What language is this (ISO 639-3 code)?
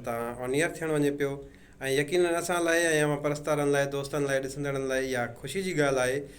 snd